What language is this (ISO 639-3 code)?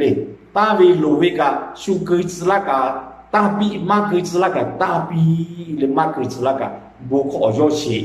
lhu